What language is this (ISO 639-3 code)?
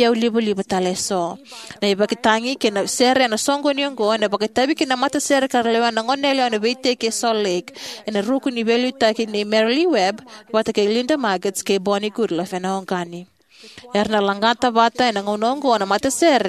fij